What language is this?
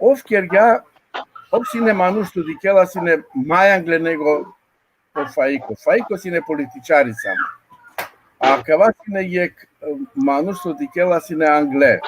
Balkan Romani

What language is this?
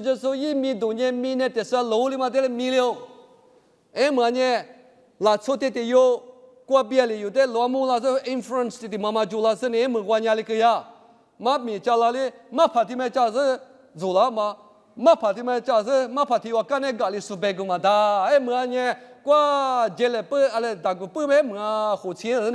Lisu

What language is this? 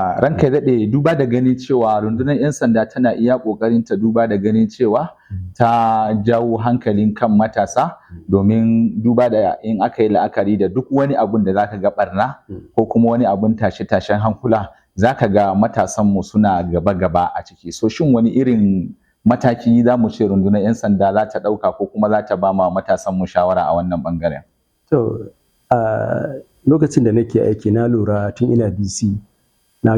Hausa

